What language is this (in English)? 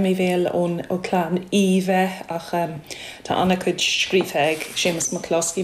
Irish